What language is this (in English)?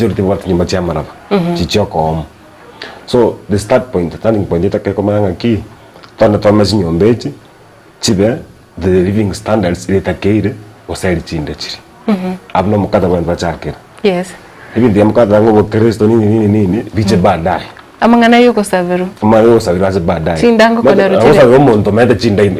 Gusii